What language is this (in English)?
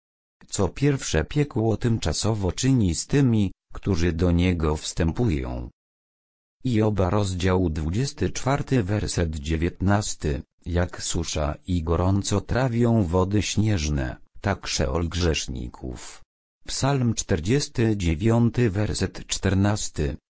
Polish